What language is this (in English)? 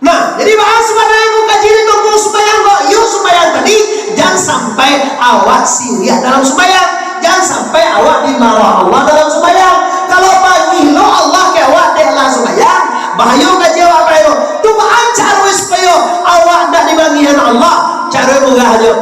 Minangkabau